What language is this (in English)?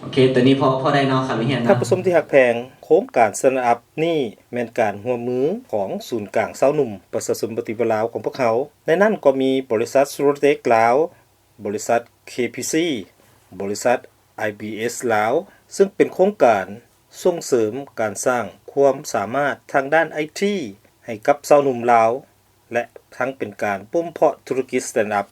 Lao